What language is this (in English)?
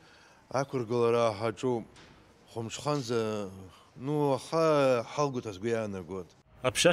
Abkhazian